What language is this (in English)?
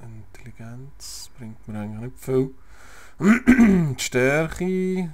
Swiss German